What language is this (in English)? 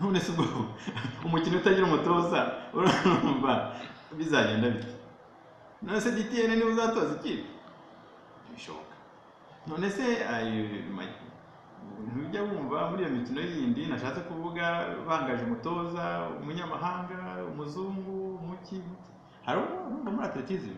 Kinyarwanda